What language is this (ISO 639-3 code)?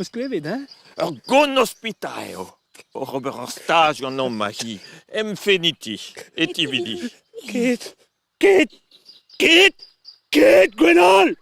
bre